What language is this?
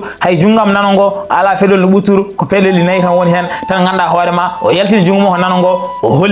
Fula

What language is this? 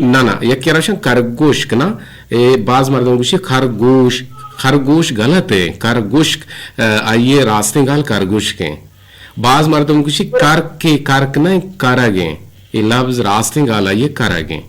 Eastern Balochi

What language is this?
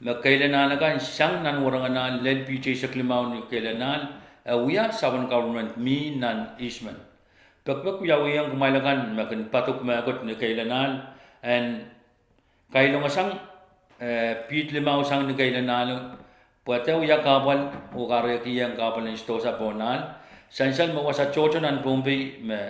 Pohnpeian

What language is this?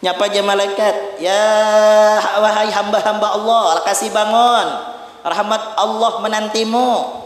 Banjar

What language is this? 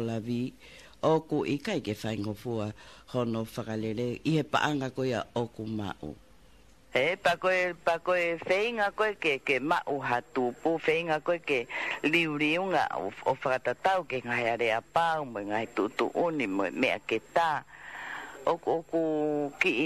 Tongan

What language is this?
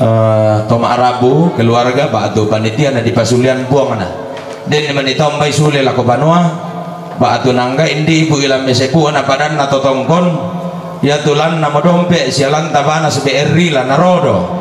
Toraja-Sa'dan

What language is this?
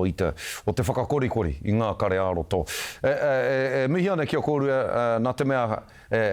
Māori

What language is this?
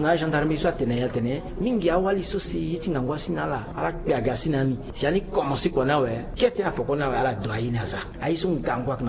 Sango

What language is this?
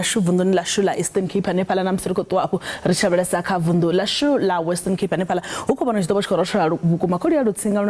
Venda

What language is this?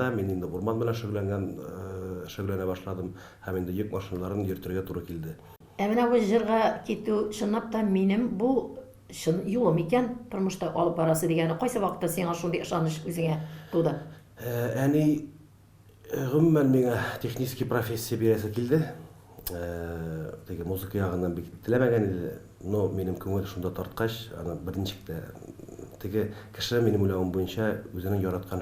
Tatar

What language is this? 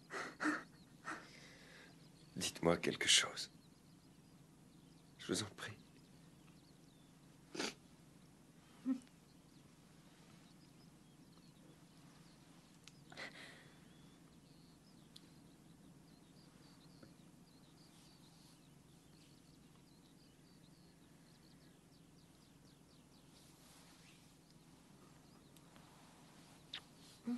French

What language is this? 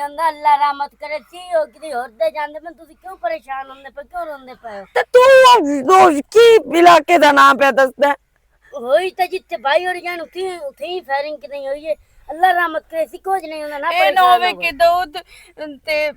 Western Panjabi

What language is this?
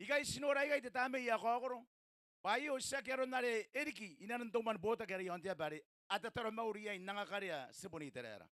Gilbertese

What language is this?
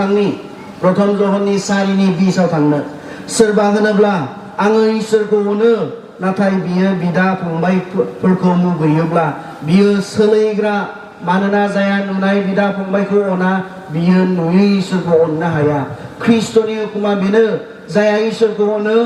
Bodo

